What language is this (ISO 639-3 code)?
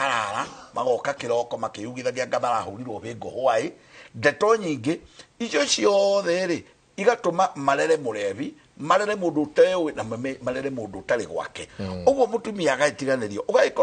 kik